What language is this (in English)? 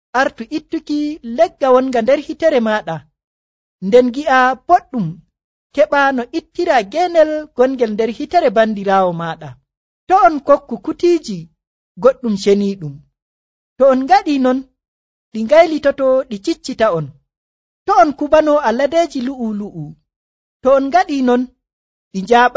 Nigerian Fulfulde